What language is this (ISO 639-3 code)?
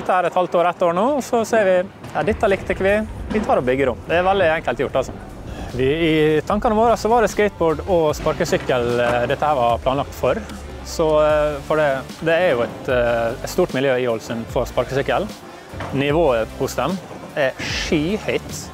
nor